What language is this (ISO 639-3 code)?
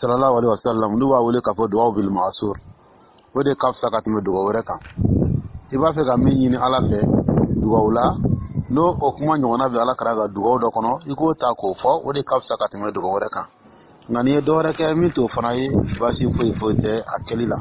dyu